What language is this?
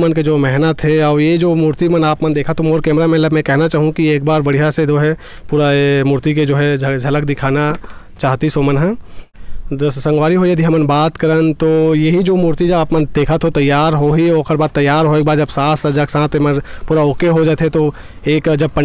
Chhattisgarhi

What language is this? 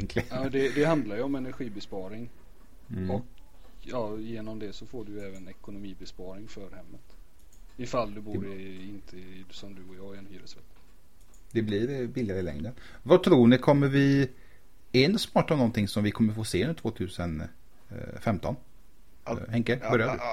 Swedish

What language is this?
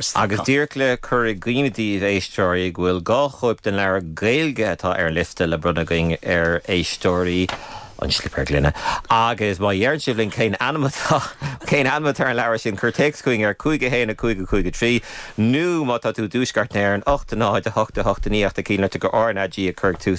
Irish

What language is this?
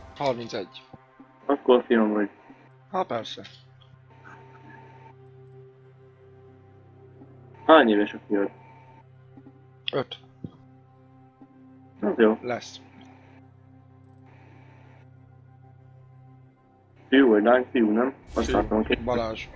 Hungarian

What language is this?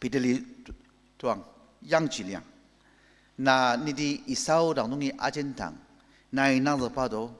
Ao Naga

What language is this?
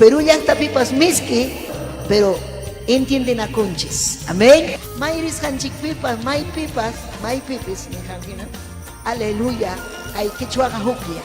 Ayacucho Quechua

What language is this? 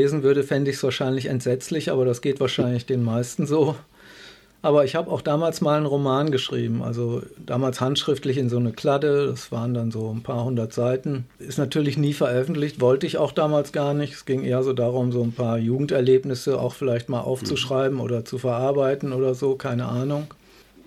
German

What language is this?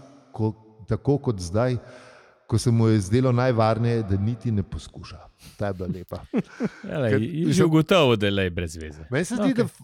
Slovenian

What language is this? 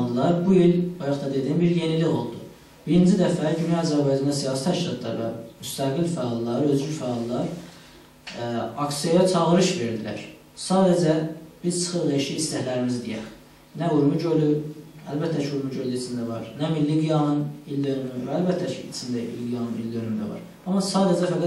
South Azerbaijani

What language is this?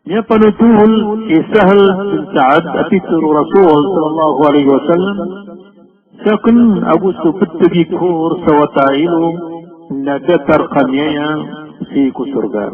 Maranao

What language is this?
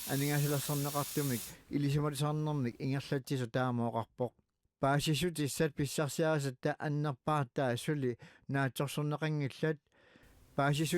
Kalaallisut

